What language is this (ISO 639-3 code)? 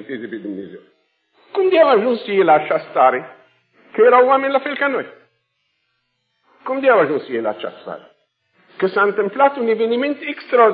ron